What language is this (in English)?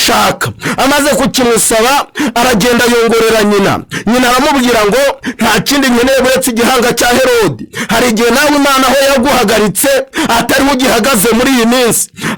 Kinyarwanda